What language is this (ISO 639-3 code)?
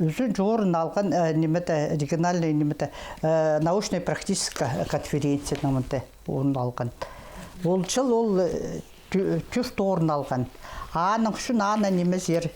kjh